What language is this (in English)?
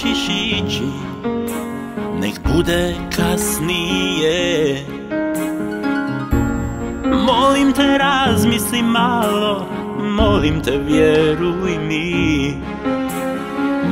Croatian